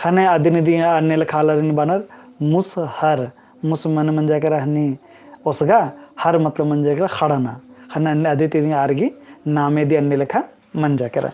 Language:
Kurukh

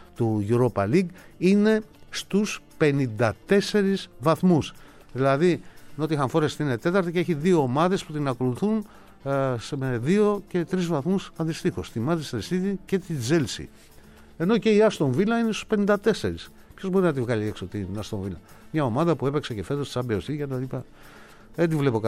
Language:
Greek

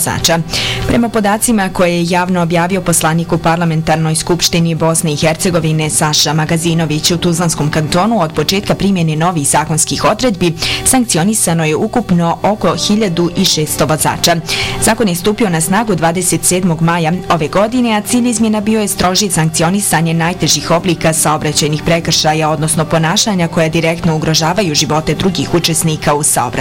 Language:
Bosnian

